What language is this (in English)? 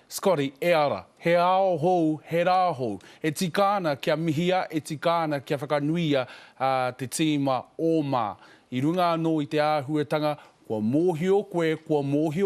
Māori